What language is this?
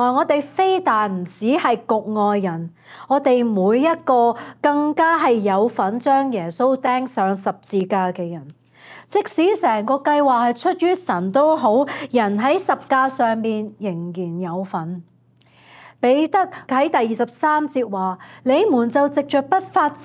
Cantonese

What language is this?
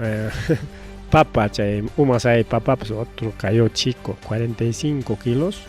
Ayacucho Quechua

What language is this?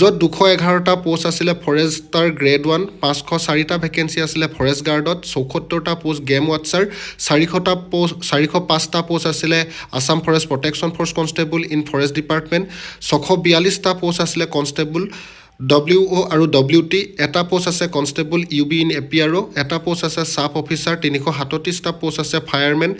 Assamese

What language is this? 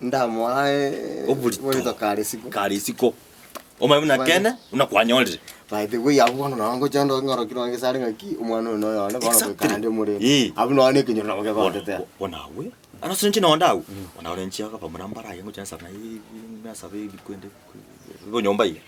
Gusii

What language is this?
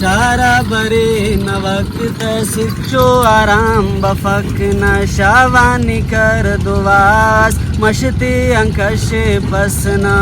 Brahui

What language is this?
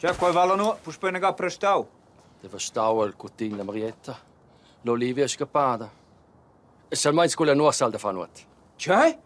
Romansh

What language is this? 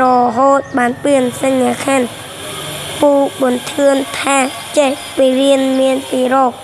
Khmer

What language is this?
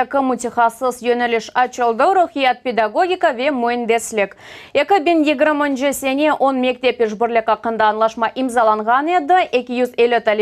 Crimean Tatar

